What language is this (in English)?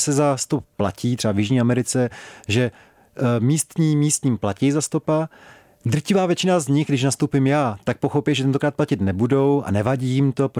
Czech